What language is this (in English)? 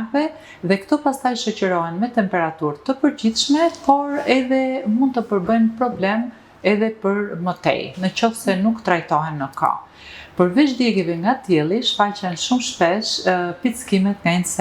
Albanian